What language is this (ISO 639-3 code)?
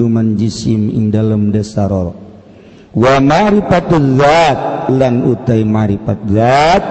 sun